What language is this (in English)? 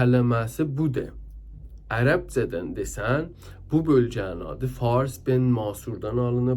South Azerbaijani